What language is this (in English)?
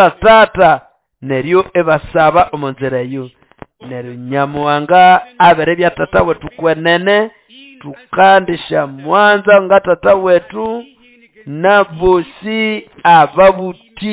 Nande